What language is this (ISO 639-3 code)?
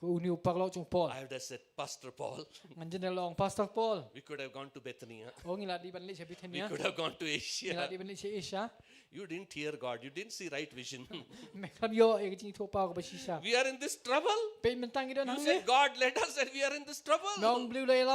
kha